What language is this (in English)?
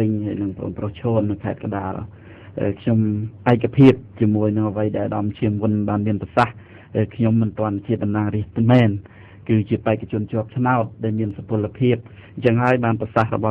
Khmer